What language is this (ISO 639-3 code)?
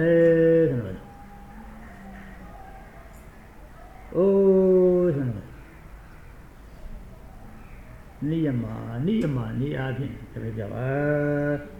mya